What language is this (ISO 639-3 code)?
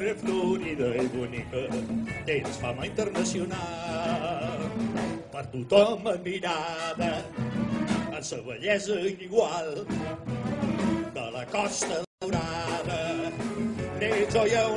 cat